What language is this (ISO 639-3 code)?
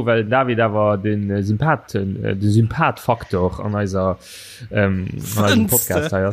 ltz